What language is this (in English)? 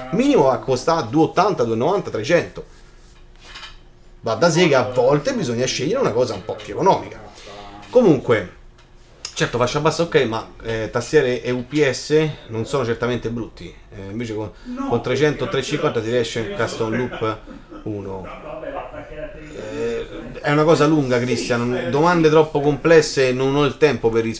Italian